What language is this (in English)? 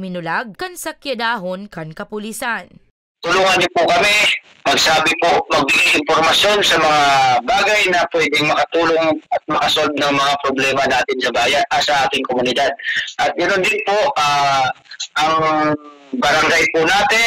Bikol